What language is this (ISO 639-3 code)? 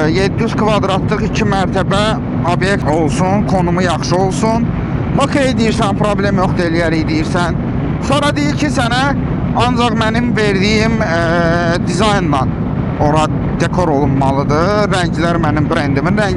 aze